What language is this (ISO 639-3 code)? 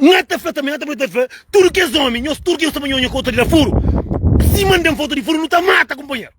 kea